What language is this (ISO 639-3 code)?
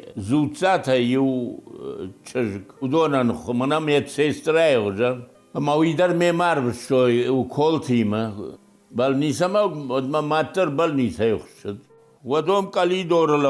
oss